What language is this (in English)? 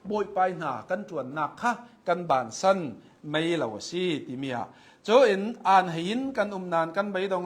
Hakha Chin